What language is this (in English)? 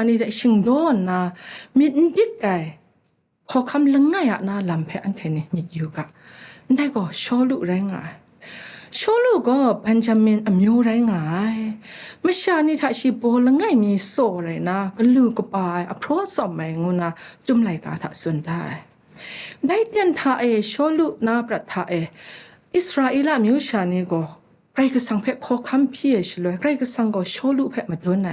Kachin